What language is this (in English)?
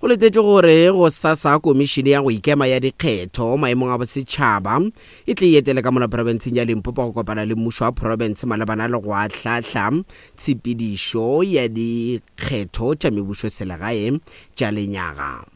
Northern Sotho